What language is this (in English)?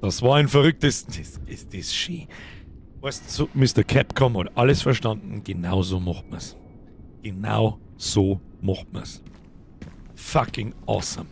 Bavarian